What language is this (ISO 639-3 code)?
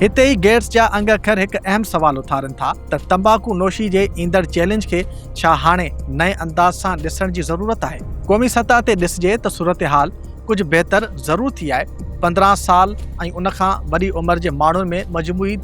snd